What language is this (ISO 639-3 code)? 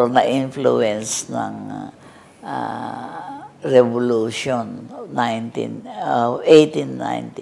fil